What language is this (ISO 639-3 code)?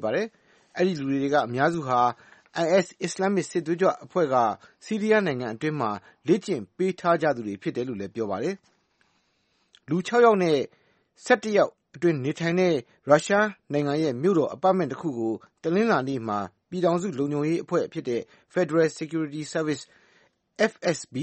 mya